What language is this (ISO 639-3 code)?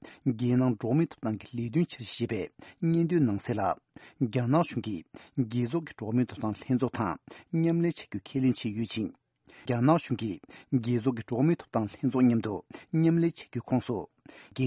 bod